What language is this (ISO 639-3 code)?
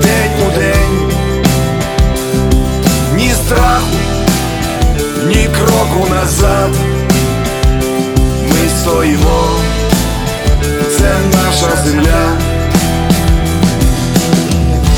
ukr